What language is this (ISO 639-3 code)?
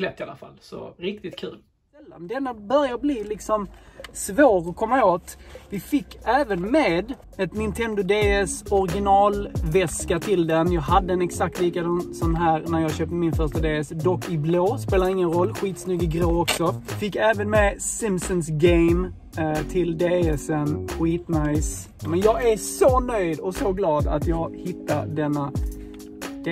swe